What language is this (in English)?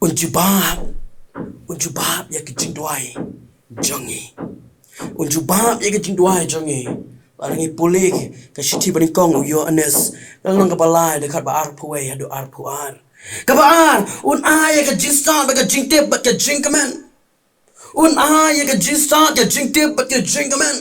Khasi